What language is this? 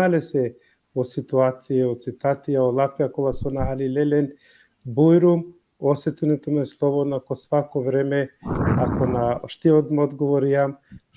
Balkan Romani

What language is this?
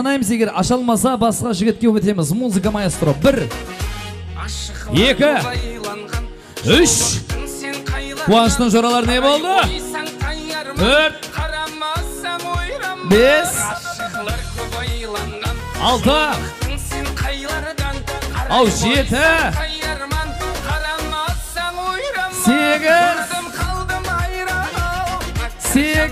Kara-Kalpak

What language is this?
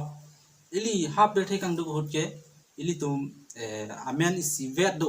Karbi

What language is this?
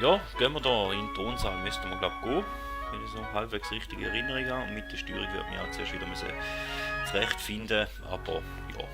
Swiss German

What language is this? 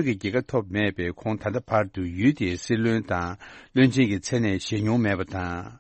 Tibetan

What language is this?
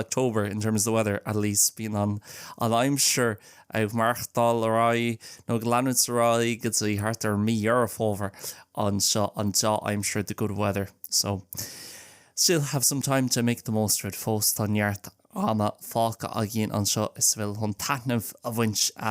Irish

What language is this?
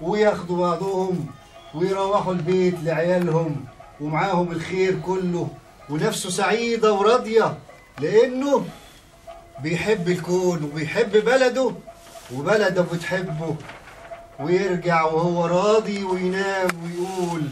Egyptian Arabic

